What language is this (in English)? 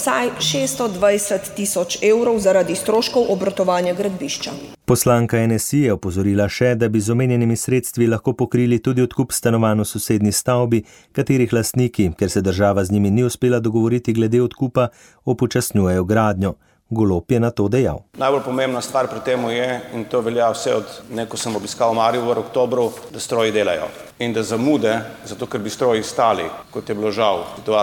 Slovenian